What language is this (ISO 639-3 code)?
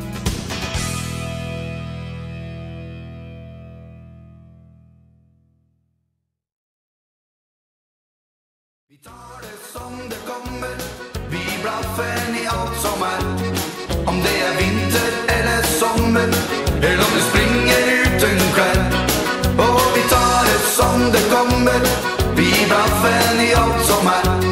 nor